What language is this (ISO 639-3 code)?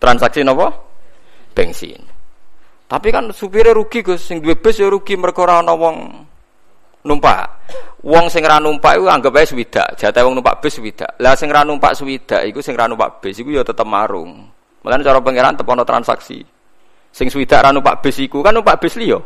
jav